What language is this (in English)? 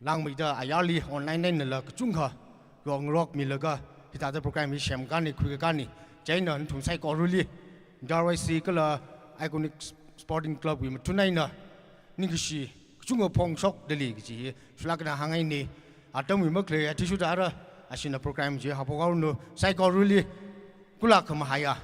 Tangkhul Naga (India)